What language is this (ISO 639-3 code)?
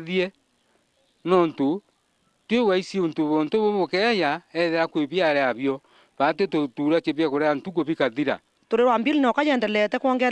mer